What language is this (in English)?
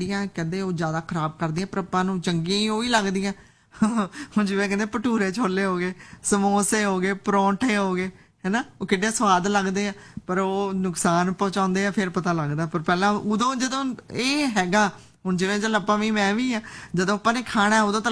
Punjabi